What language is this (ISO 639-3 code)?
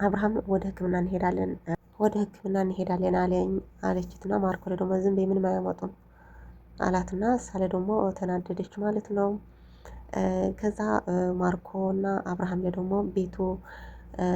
amh